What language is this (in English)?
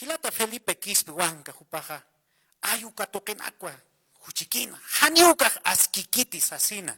Aymara